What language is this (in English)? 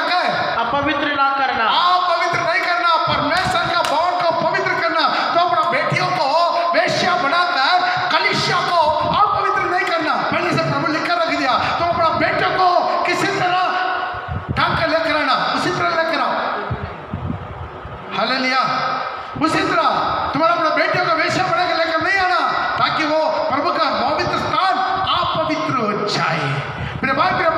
Hindi